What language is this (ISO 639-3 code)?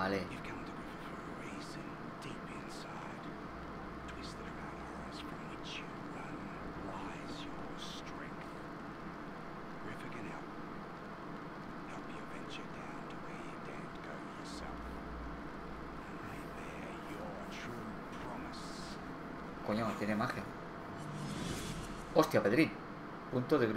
spa